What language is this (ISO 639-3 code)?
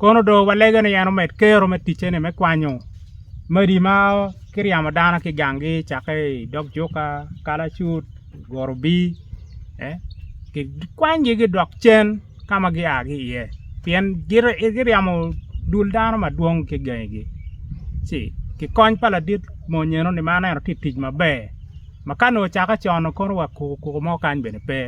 ach